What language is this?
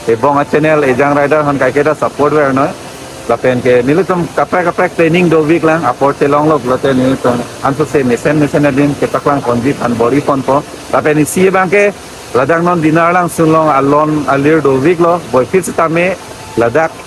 Karbi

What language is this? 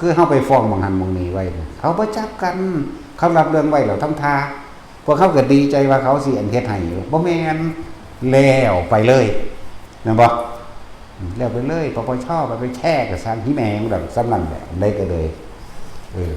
Northeastern Thai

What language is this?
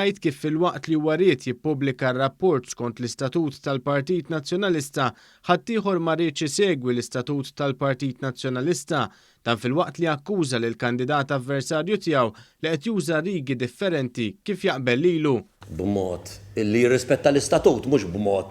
Maltese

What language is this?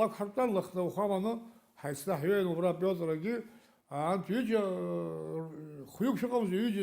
Abkhazian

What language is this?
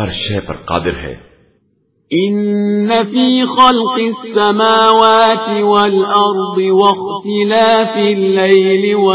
Urdu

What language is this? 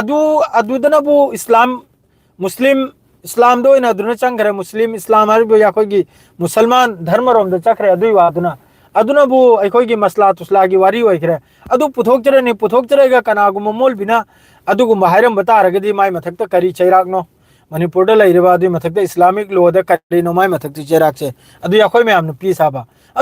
Manipuri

